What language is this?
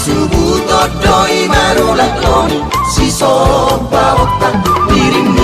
Batak Toba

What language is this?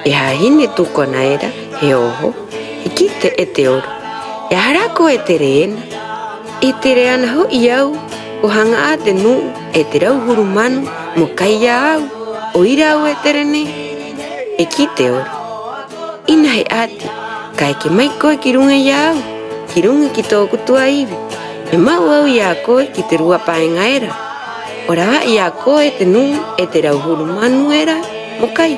Rapanui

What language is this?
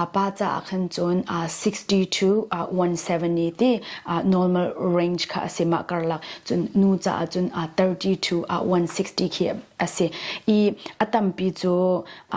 Hakha Chin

